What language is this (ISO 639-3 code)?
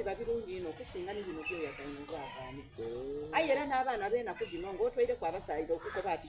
xog